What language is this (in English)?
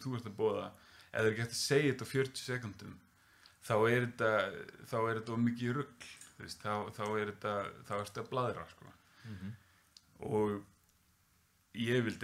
Icelandic